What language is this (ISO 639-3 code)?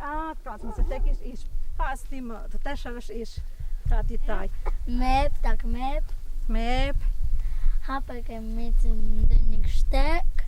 mto